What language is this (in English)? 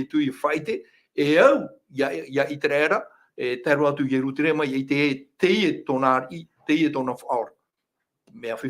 Tahitian